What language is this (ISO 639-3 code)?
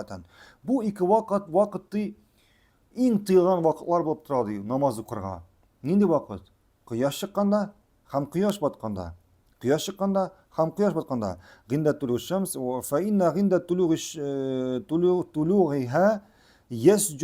tat